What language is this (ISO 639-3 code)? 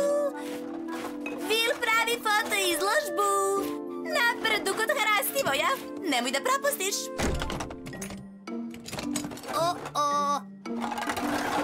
srp